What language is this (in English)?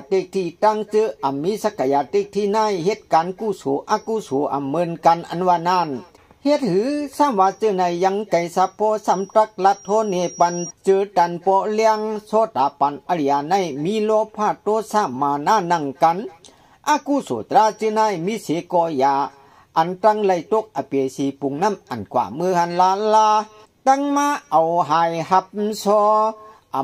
Shan